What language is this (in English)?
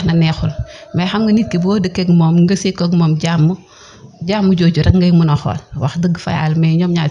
Wolof